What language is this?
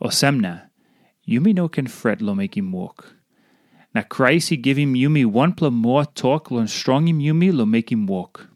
Tok Pisin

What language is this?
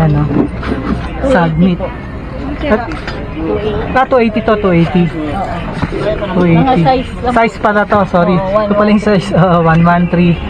Filipino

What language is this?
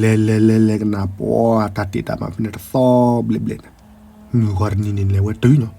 S'gaw Karen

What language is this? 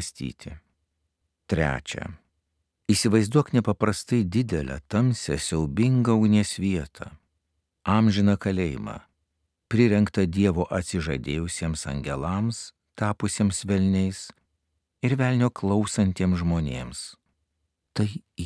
Lithuanian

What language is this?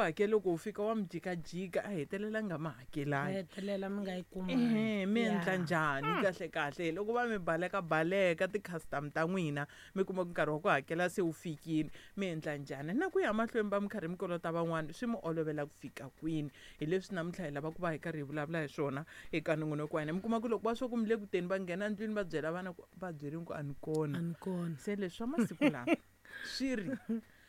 Tsonga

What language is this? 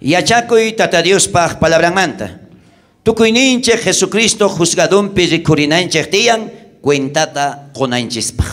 South Bolivian Quechua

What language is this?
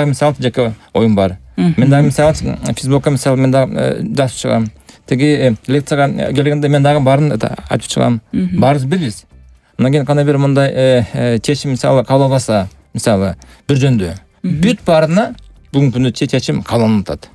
Kyrgyz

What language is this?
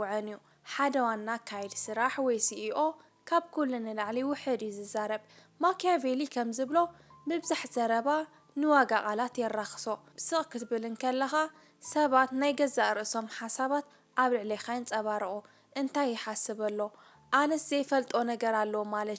Tigrinya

